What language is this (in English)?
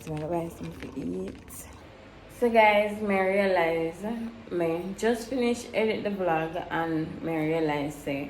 Jamaican Creole English